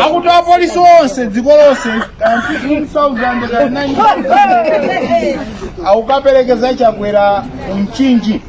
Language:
Nyanja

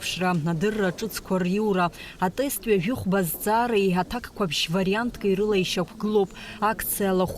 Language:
Abkhazian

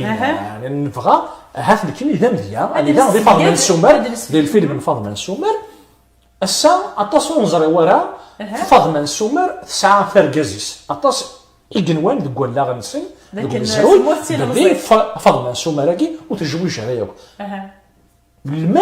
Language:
Kabyle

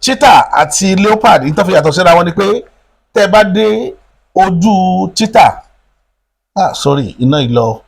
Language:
Yoruba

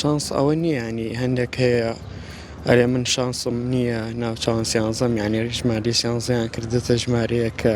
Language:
Central Kurdish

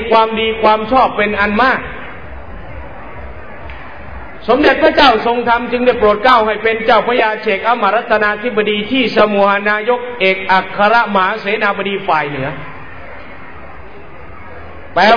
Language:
Thai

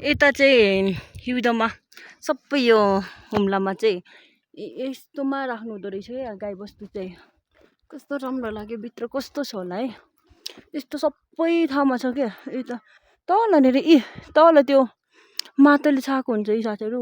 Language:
Nepali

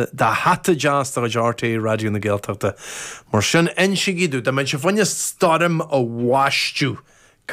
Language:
Irish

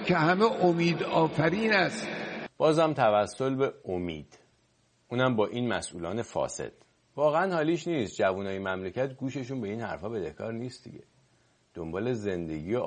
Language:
Persian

